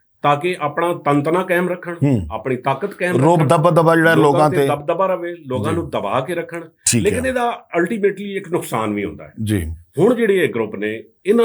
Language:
Western Panjabi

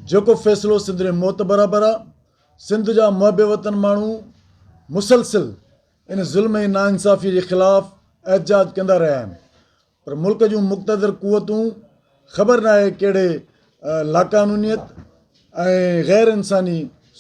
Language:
Sindhi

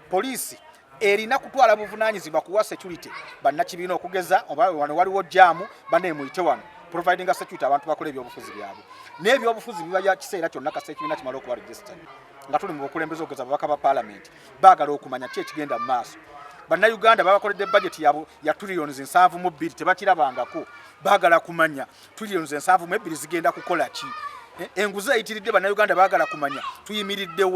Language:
Ganda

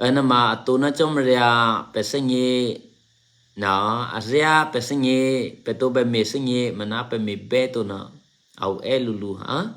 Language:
Eastern Kayah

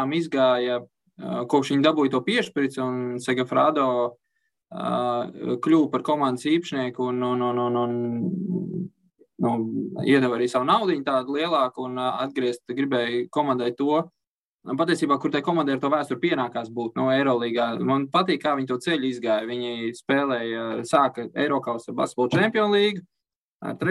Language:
Latvian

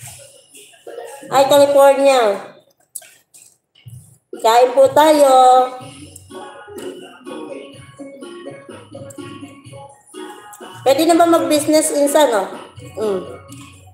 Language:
Filipino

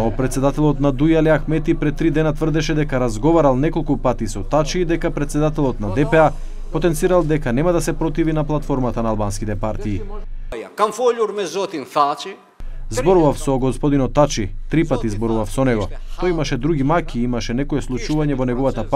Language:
Macedonian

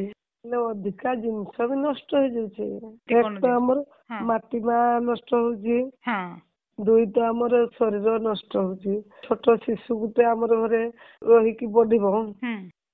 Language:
Odia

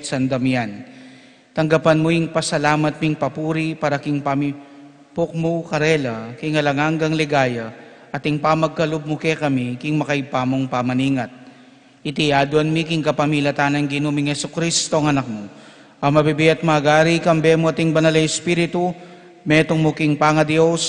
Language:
Pampanga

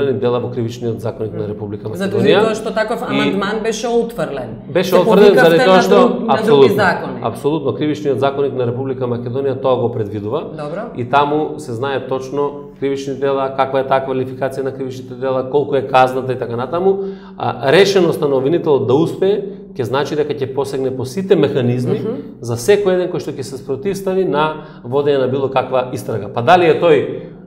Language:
Macedonian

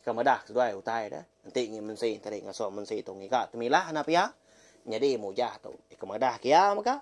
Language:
Iban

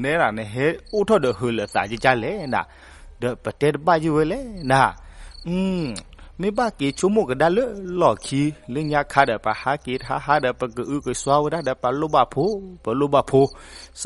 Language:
S'gaw Karen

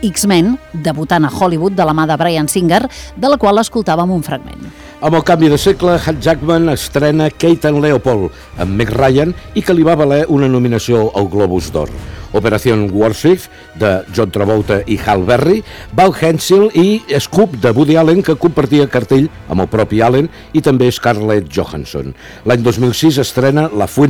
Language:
Catalan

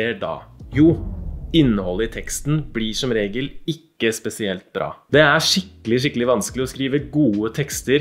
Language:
Norwegian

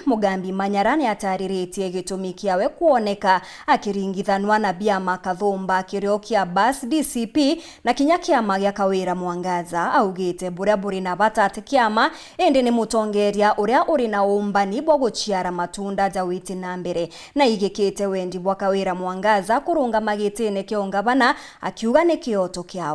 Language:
Meru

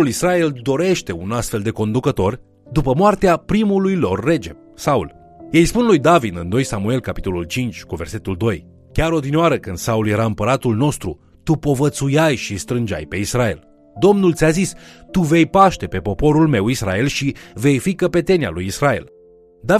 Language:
Romanian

